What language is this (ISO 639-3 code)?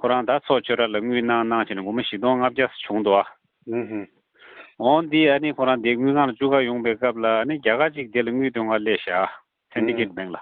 bod